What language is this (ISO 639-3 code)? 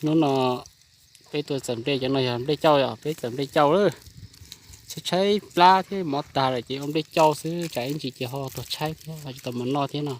hmn